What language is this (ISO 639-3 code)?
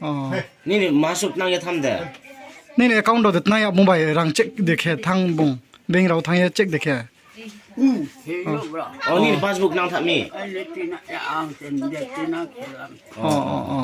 ria